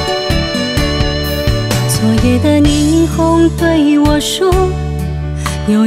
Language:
Chinese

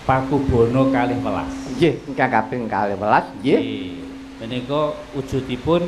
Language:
Javanese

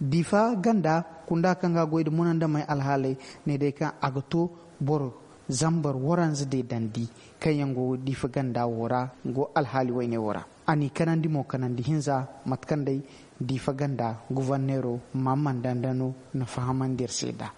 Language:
Zarma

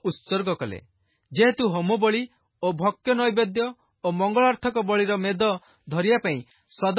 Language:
Odia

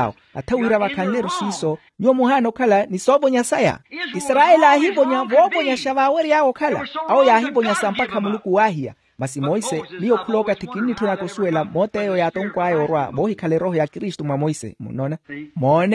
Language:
Makhuwa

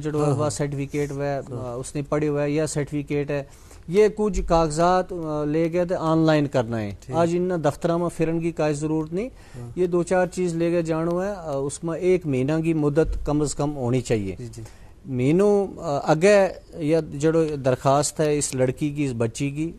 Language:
Gujari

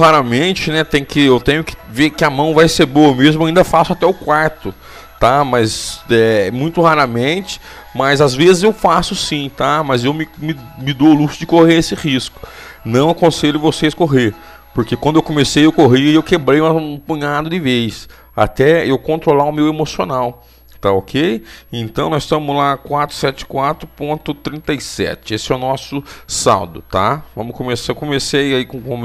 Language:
Portuguese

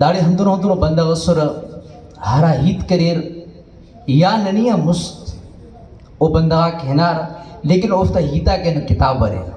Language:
Brahui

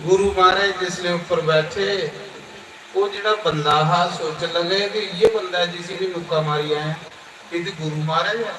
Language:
Dogri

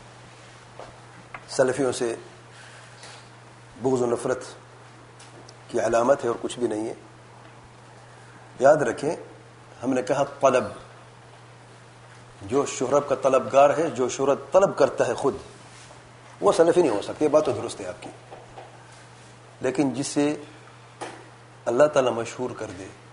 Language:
Urdu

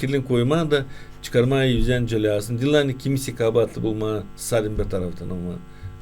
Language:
Gagauz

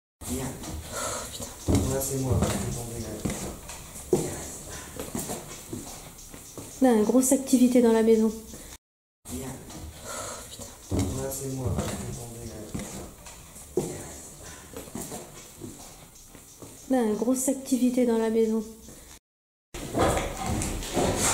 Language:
French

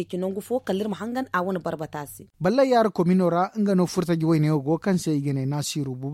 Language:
Zarma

